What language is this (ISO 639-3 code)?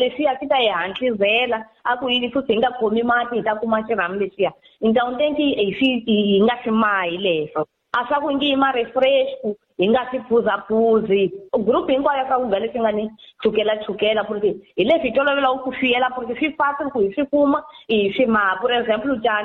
tso